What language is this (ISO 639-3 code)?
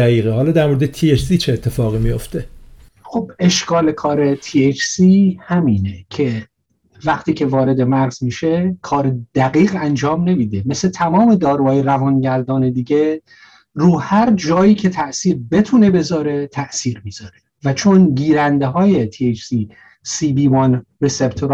fas